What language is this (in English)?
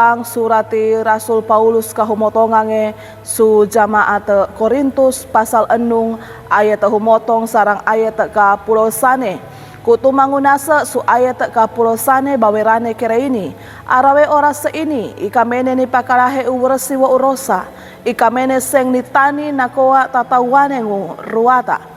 Sangir